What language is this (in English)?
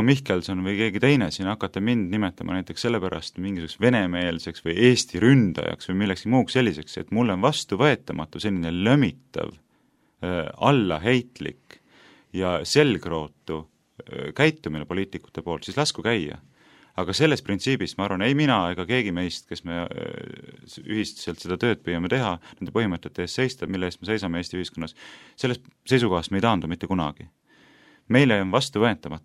Estonian